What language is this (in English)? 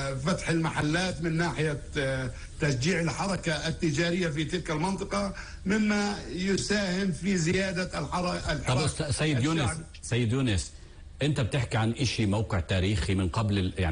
North Levantine Arabic